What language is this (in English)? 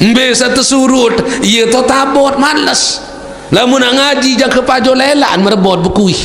Sasak